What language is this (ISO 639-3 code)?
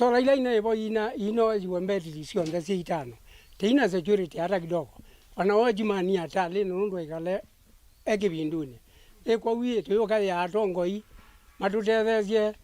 kam